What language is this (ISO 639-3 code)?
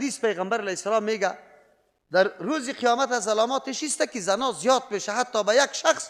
fas